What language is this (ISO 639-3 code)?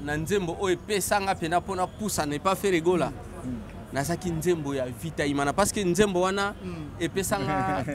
lin